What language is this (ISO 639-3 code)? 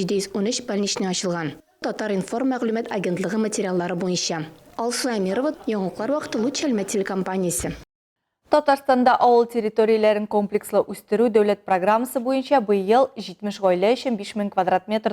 tat